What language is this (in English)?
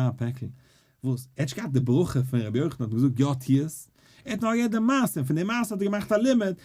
Yiddish